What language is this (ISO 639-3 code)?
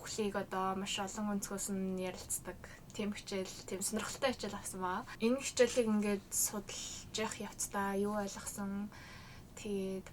mon